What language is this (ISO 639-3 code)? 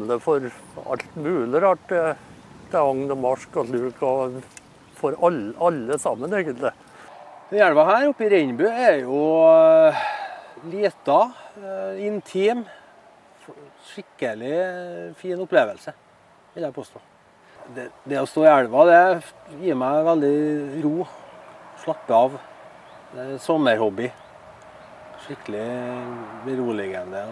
nor